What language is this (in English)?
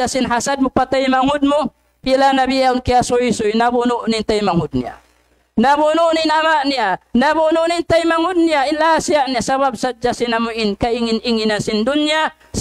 Tausug